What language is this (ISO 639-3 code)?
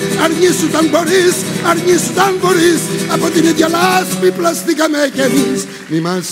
ell